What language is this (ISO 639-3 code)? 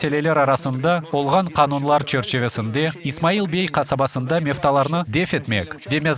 crh